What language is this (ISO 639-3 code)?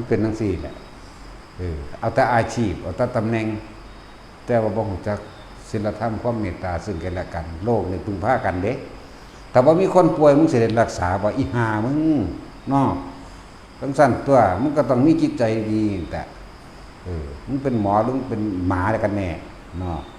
tts